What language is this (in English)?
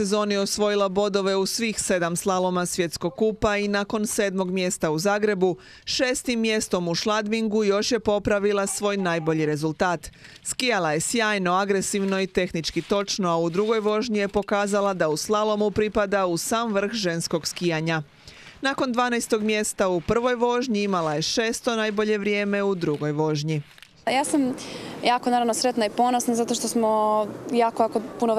Croatian